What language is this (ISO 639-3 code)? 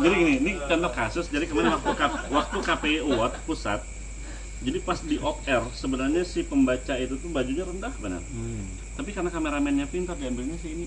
bjn